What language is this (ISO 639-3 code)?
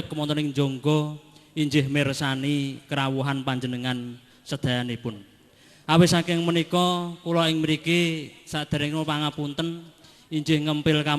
jav